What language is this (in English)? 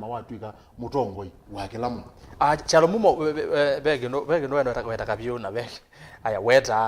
Kamba